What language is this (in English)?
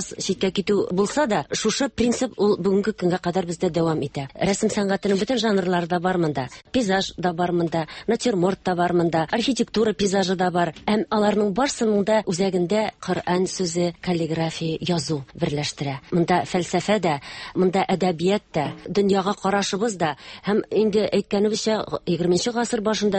Tatar